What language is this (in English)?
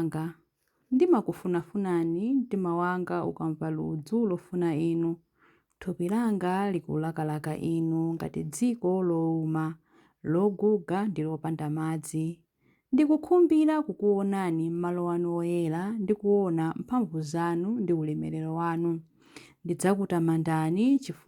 Nyanja